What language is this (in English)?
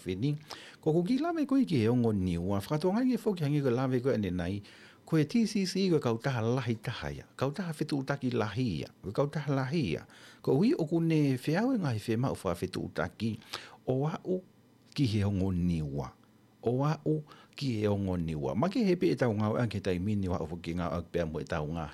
Tongan